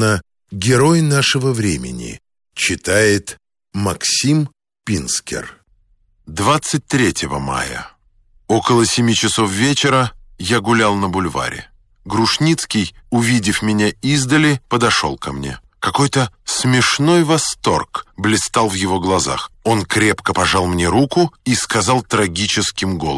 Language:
Russian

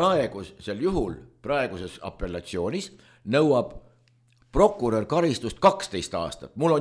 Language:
Estonian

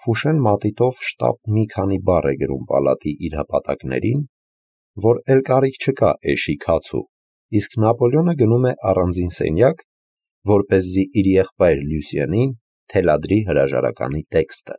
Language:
Armenian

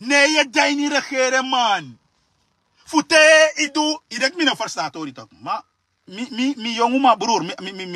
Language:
Sranan Tongo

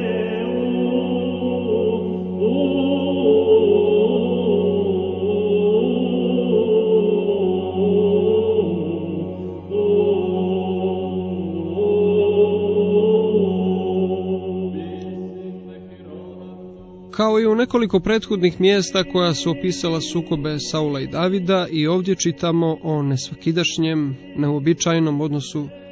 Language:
Croatian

